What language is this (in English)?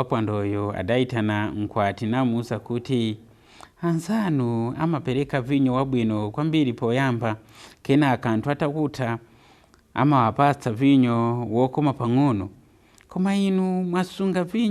Nyanja